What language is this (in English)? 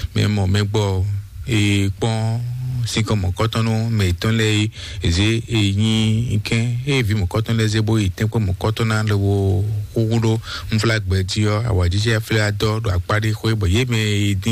Fon